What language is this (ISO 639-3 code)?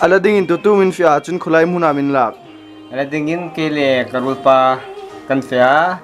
hmr